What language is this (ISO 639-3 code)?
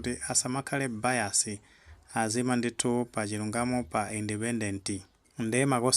nya